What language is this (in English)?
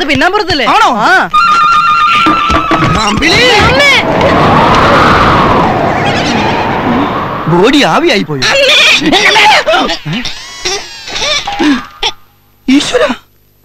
Malayalam